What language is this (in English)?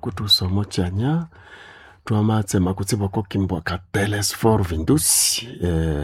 Nande